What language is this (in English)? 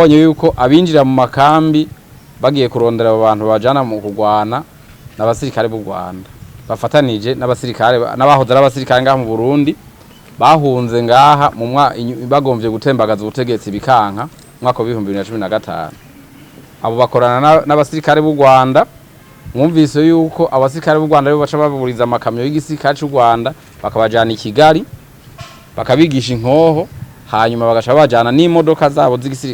Rundi